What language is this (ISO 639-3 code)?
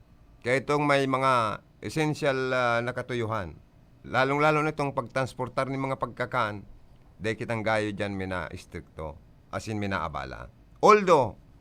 bik